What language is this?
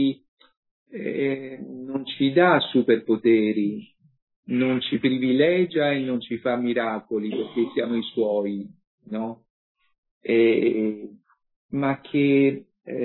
Italian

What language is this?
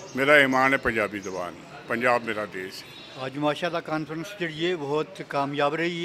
Western Panjabi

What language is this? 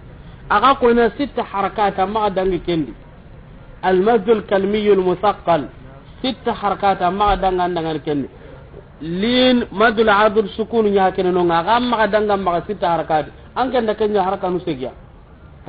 Soninke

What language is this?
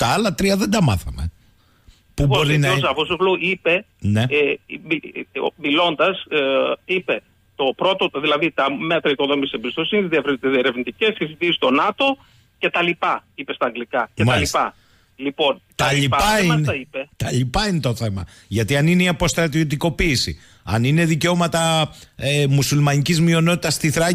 Greek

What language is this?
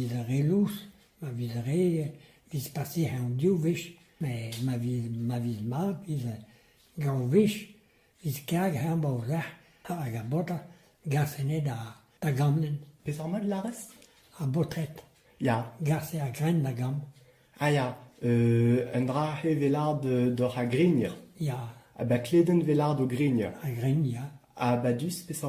Breton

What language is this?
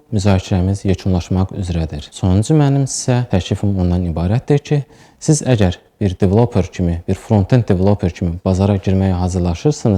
Azerbaijani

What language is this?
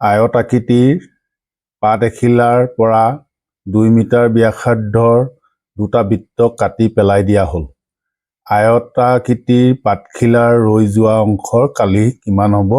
Assamese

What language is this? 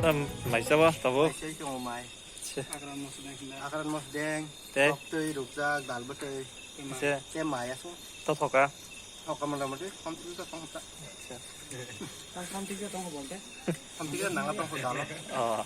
Kok Borok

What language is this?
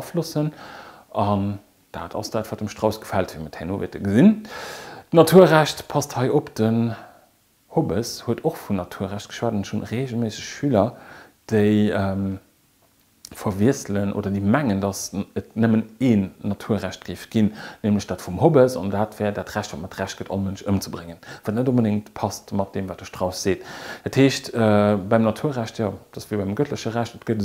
Luxembourgish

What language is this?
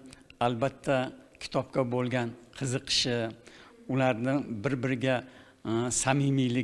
Uzbek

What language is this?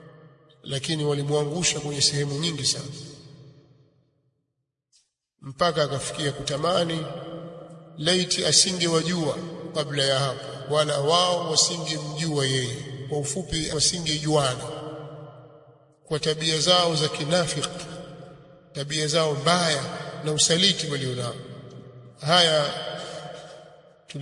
Swahili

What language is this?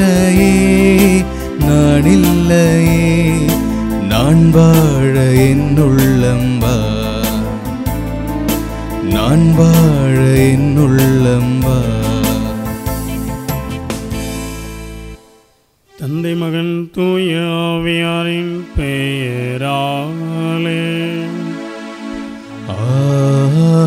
Tamil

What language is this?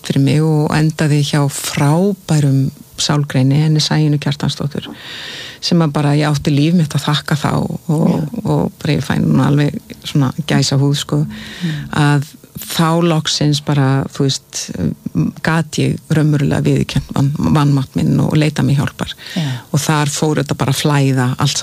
Icelandic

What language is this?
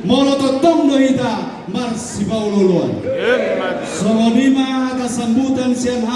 Batak Toba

